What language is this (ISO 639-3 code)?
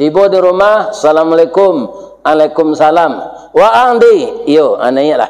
min